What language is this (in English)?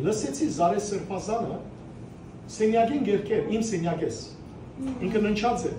Western Armenian